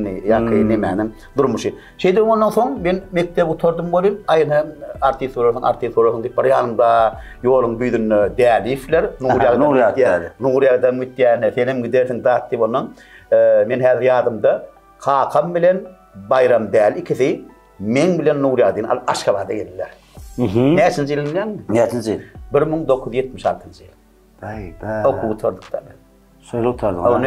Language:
Turkmen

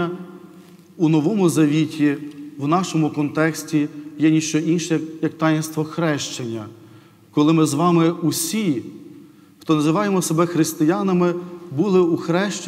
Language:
Ukrainian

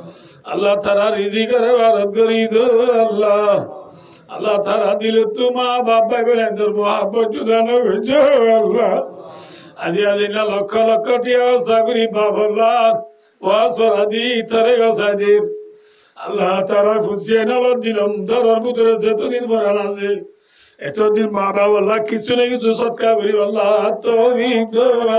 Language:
Rohingya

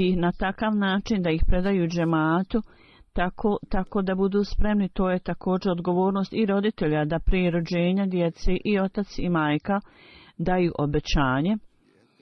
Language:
Bosnian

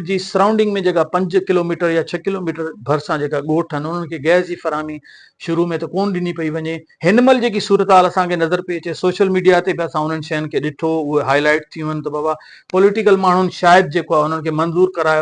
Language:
Sindhi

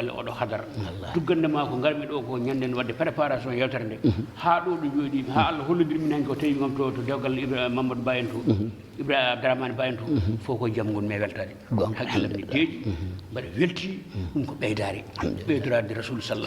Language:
Fula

